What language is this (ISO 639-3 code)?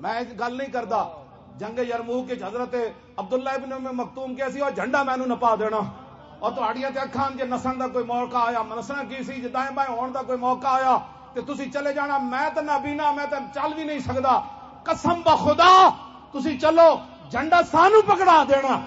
lah